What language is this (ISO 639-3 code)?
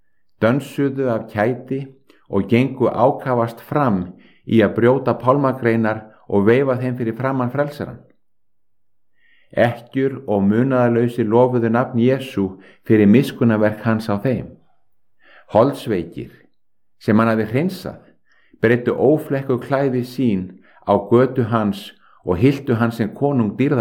isl